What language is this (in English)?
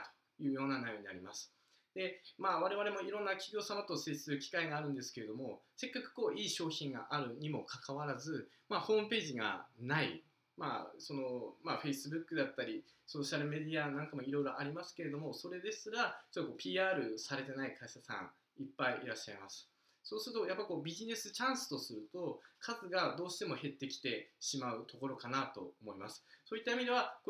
Japanese